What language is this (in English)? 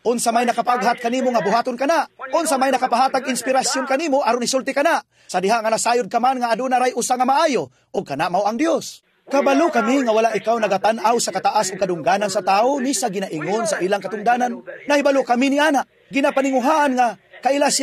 Cebuano